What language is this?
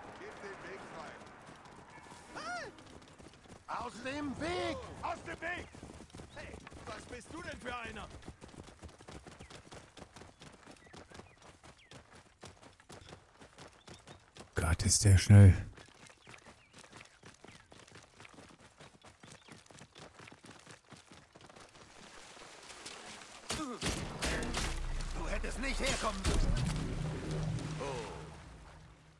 German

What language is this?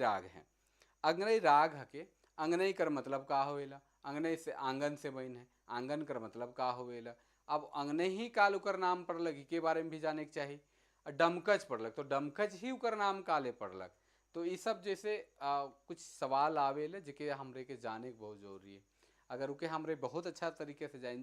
Sadri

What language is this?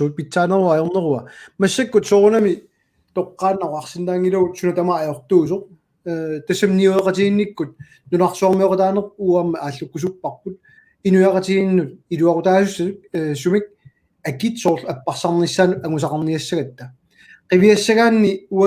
Kalaallisut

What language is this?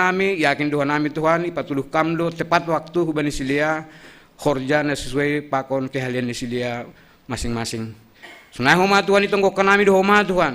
Batak Simalungun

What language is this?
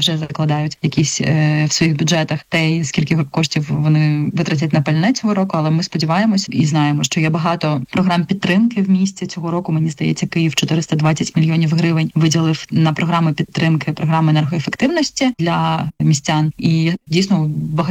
Ukrainian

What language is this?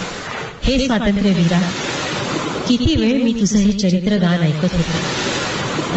Marathi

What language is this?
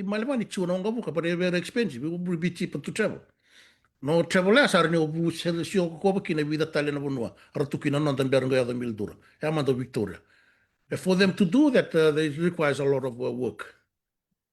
Fijian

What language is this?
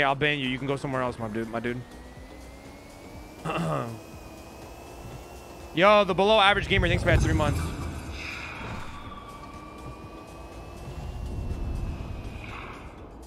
English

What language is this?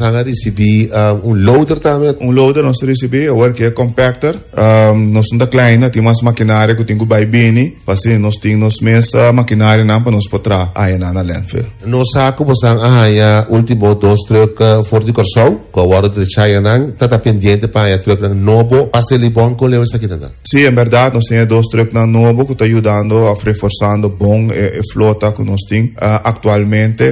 Papiamento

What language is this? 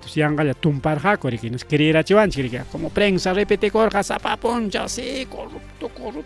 Ayacucho Quechua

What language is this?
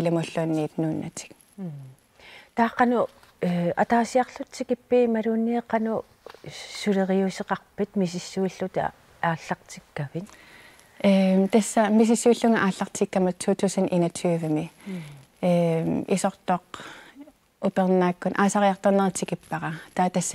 Kalaallisut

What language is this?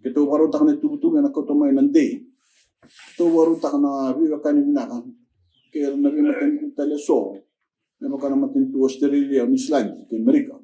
Fijian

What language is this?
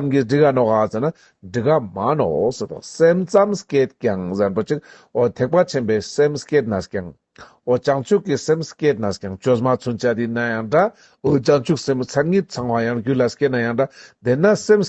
Ladakhi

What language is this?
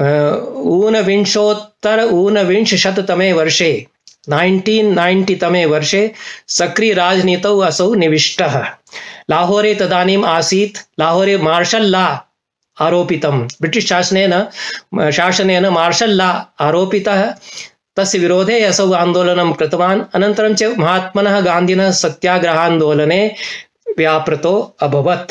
Sanskrit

